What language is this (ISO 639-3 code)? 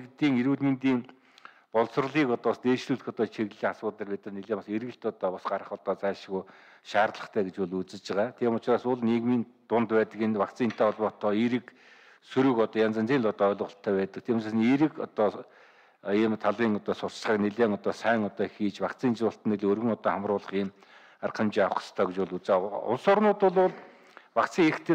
mon